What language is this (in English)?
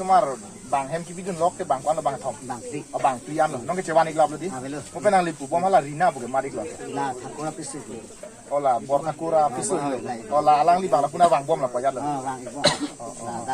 Karbi